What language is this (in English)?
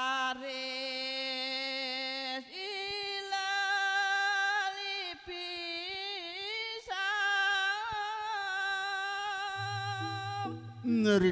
Balinese